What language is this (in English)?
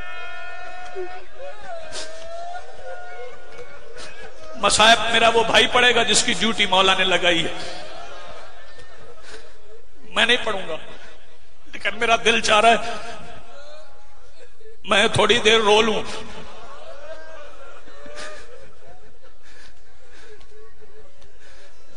Urdu